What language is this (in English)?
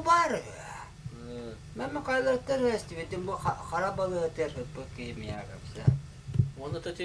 Yakut